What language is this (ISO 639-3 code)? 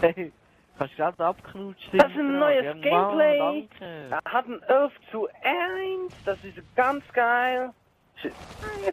gsw